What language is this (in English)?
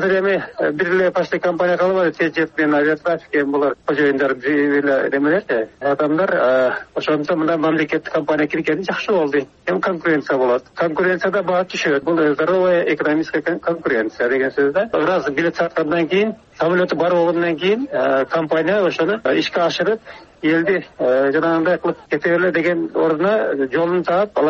Kyrgyz